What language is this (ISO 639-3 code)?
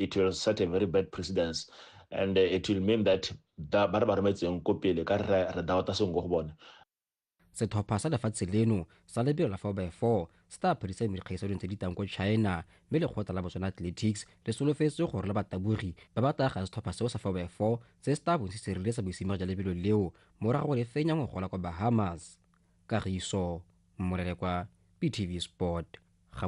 tsn